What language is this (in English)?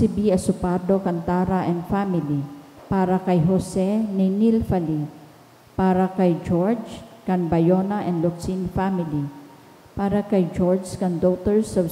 Bikol